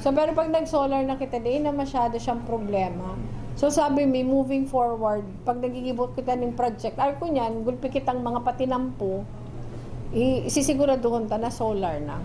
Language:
Bikol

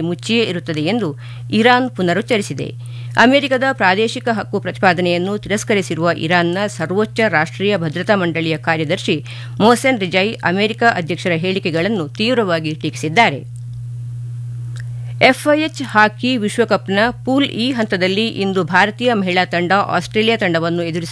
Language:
Kannada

